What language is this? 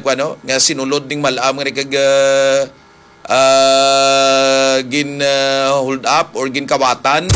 Hiligaynon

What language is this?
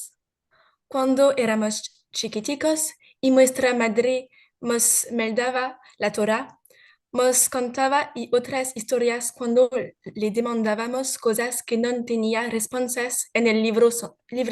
Ladino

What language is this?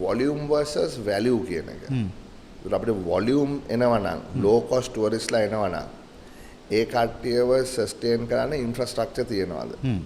Sinhala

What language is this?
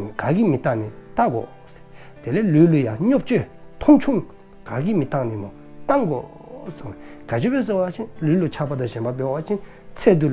Dzongkha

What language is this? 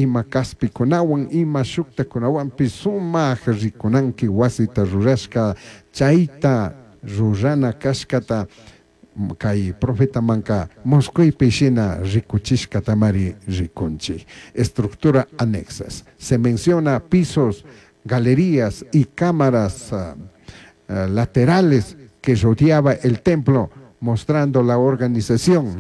Chimborazo Highland Quichua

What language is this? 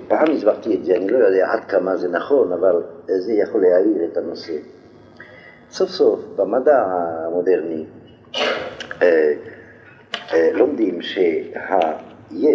Hebrew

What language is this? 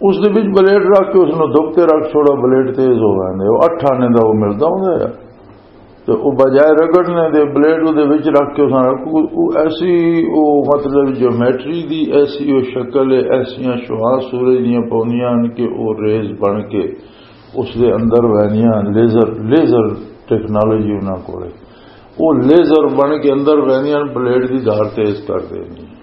Western Panjabi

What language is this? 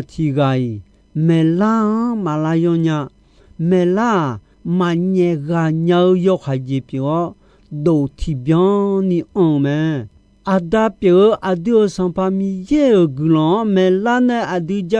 Akha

